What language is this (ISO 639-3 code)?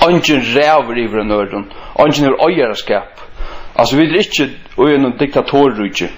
fao